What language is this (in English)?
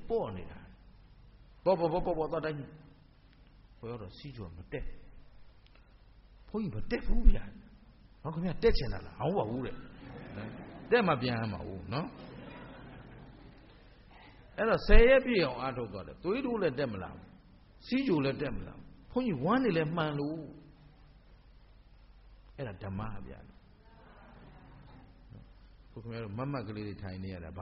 Burmese